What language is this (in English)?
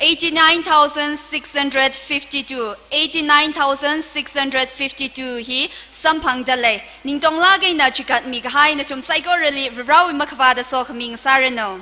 Tangkhul Naga (India)